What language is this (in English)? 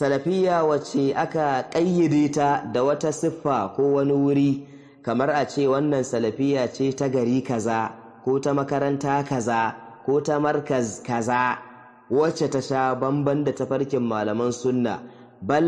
Hausa